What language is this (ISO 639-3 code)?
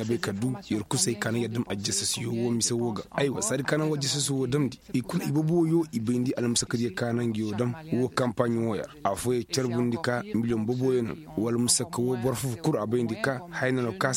ses